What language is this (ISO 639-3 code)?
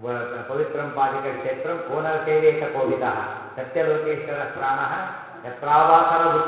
kan